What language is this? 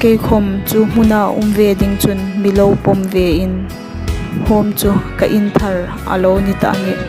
Hmar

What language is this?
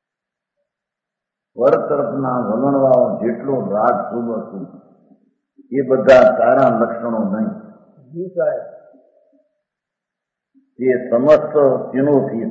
Gujarati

